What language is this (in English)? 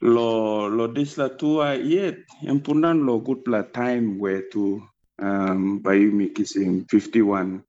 Tok Pisin